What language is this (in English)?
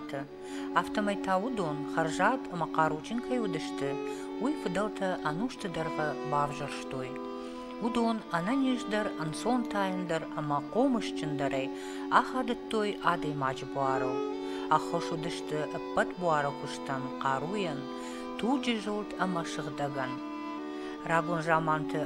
Ossetic